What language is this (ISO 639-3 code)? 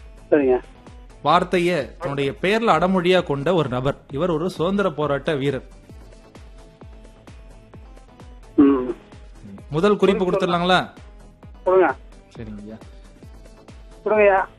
tam